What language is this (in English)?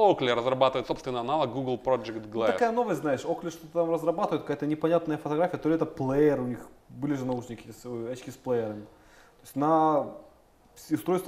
Russian